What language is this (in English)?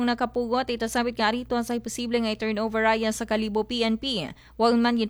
Aklanon